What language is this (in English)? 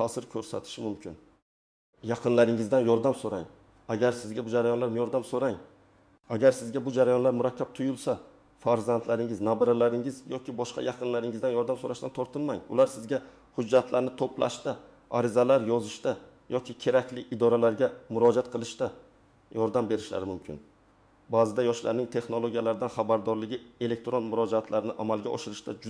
Uzbek